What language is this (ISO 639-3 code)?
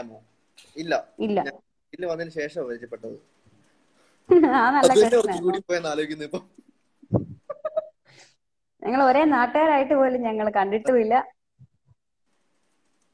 mal